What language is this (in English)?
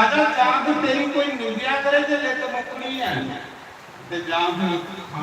Dogri